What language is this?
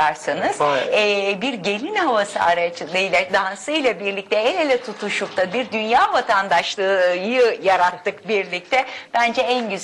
Turkish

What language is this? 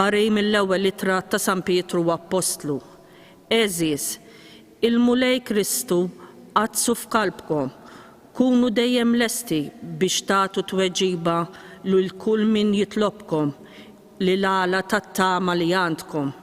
Maltese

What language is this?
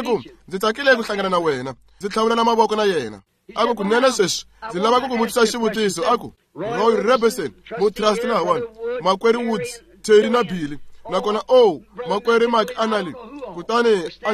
Tsonga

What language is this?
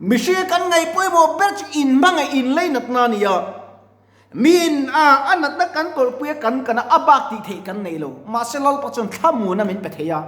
Mizo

